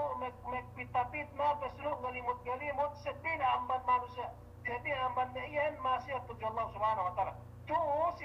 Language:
Yakan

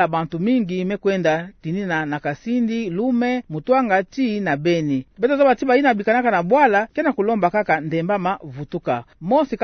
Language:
Kituba (Democratic Republic of Congo)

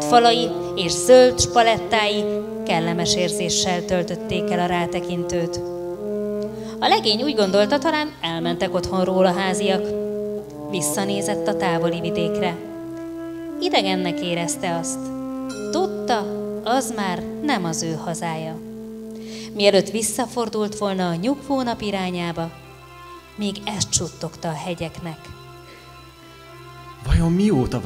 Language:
Hungarian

